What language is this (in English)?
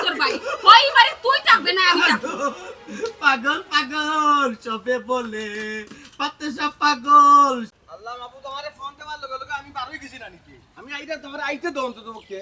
Sylheti